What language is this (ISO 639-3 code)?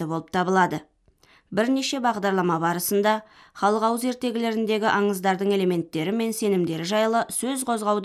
kaz